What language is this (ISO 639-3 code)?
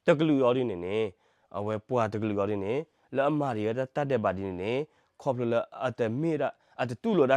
ksw